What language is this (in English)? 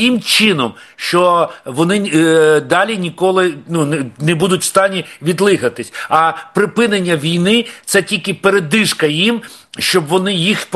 Ukrainian